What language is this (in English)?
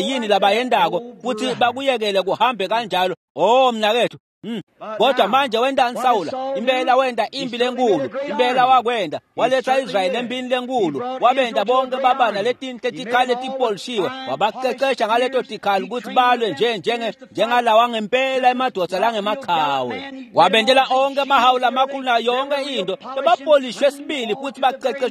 Swati